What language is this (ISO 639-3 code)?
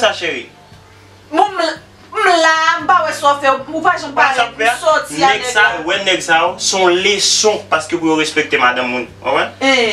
hat